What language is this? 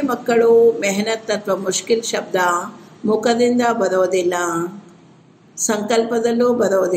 Kannada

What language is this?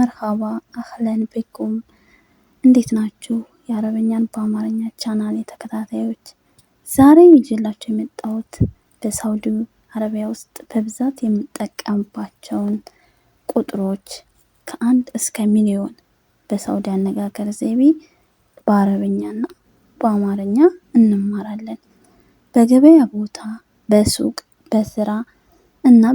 Amharic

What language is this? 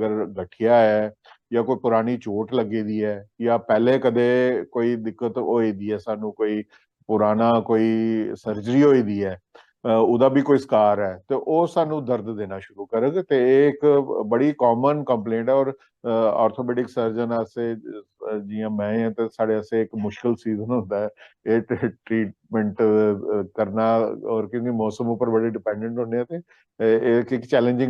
Dogri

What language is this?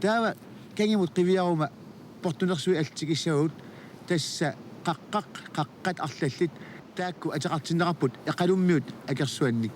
Kalaallisut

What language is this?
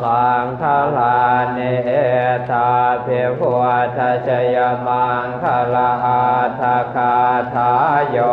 Pali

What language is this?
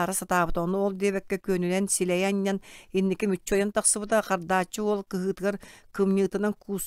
Yakut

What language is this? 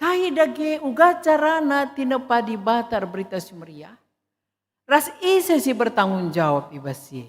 Batak Karo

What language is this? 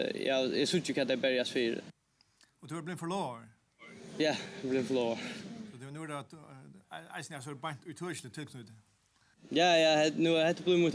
Faroese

